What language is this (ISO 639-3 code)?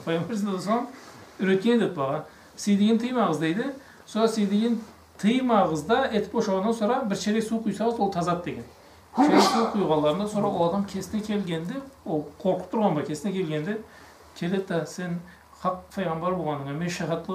krc